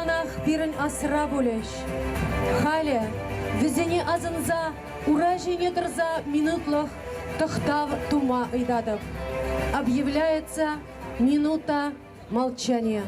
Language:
Chuvash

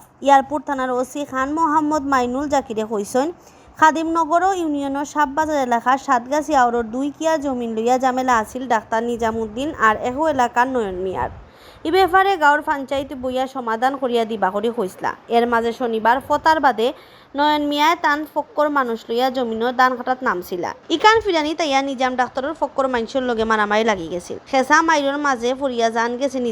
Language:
Sylheti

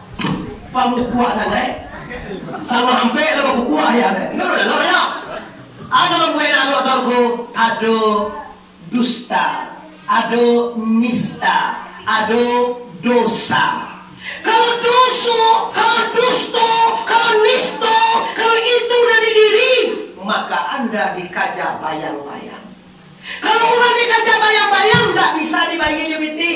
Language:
Minangkabau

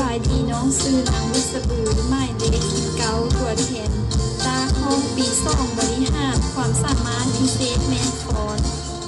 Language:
Lao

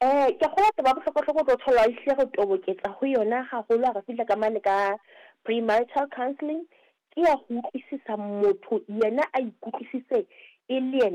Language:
Southern Sotho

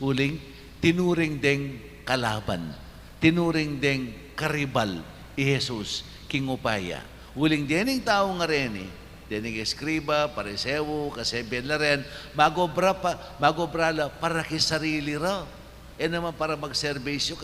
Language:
Pampanga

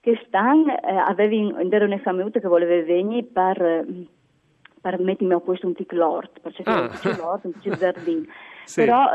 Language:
Friulian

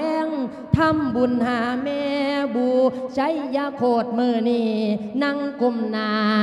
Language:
Lao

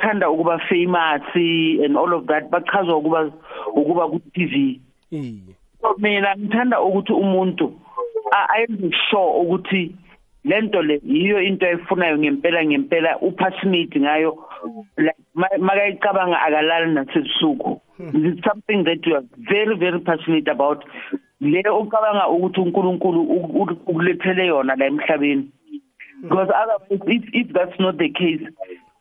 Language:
South Ndebele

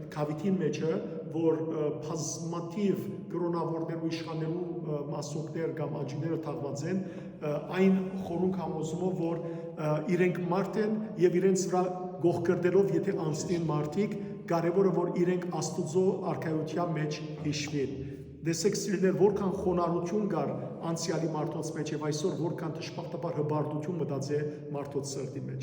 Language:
Western Armenian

